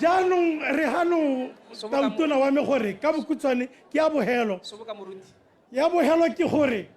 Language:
Tswana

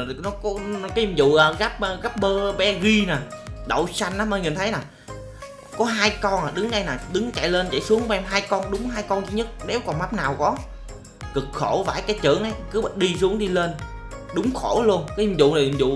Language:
Vietnamese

